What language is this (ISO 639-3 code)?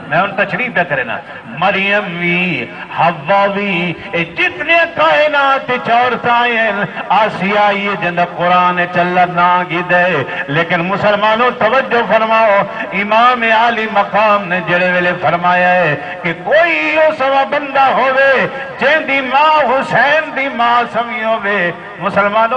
skr